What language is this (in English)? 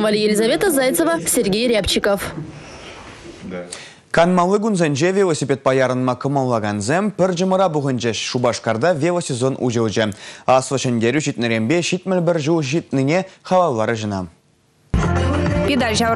Chuvash